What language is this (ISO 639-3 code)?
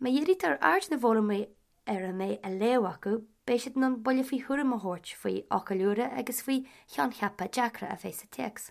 gle